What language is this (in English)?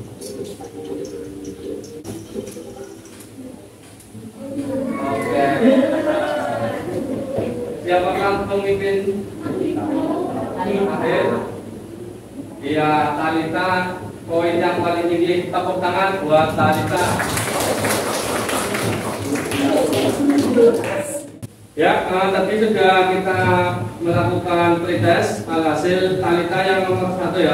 Indonesian